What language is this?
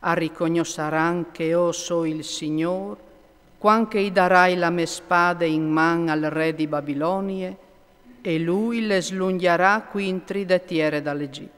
Friulian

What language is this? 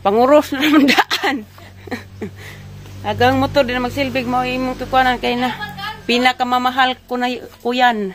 Cebuano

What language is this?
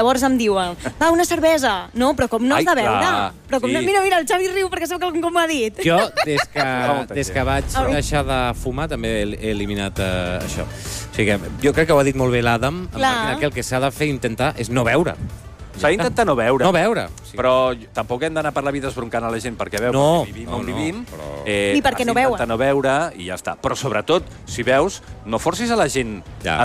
Catalan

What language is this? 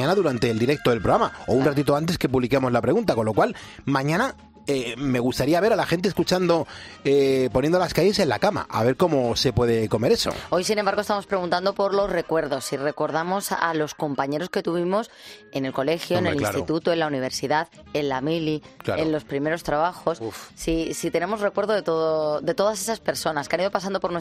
Spanish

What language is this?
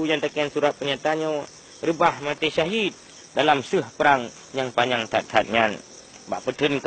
Achinese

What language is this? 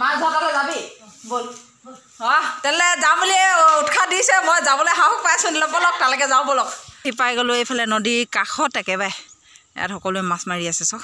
Assamese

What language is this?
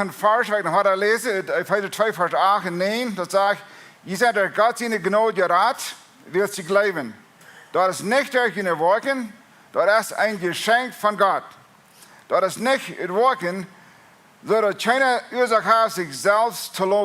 Plautdietsch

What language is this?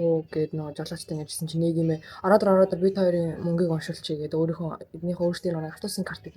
Mongolian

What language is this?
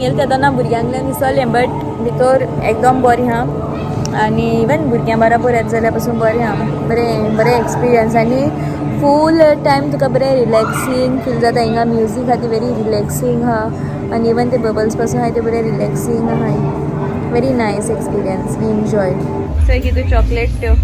Konkani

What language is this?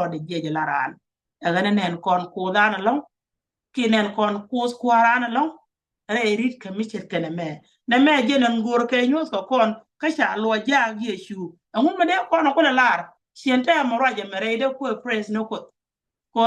Nuer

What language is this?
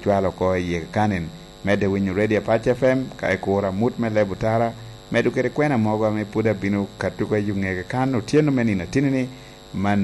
Lango (Uganda)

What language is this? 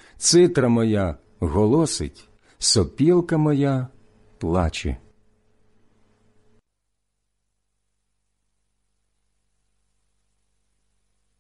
Ukrainian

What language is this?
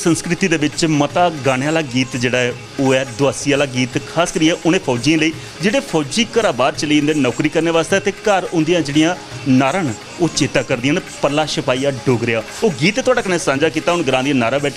Dogri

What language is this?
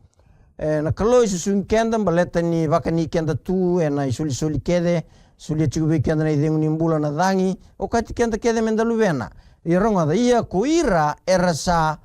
Fijian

